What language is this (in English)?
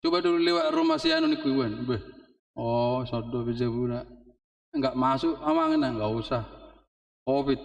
Batak Toba